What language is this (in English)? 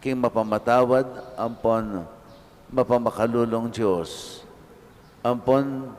Pampanga